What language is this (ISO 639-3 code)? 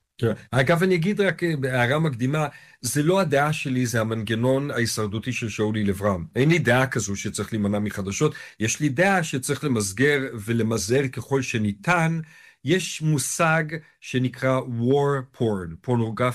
heb